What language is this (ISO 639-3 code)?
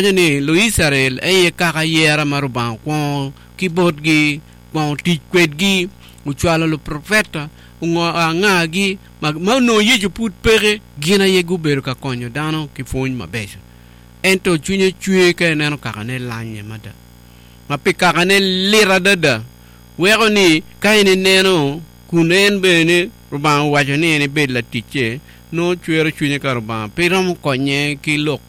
ach